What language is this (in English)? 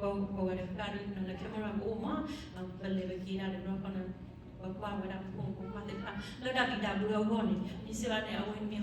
S'gaw Karen